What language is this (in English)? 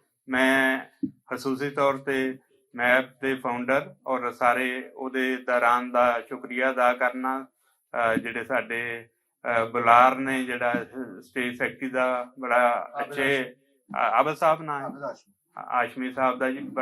Western Panjabi